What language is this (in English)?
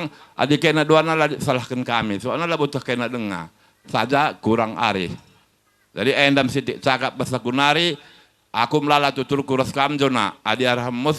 Batak Karo